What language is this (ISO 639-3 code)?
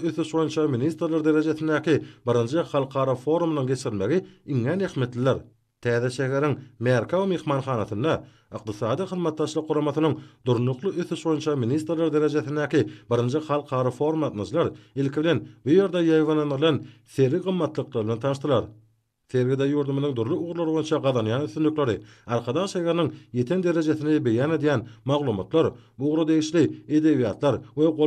tuk